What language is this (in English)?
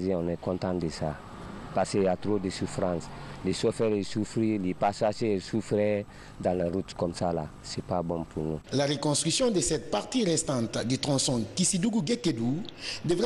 French